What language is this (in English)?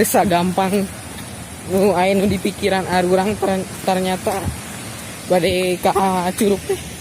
Sundanese